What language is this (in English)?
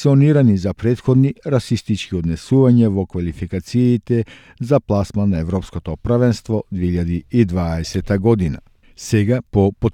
Macedonian